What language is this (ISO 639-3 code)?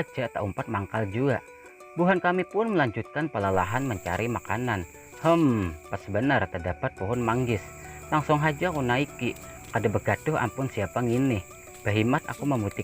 bjn